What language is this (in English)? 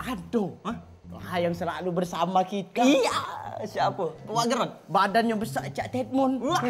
Musi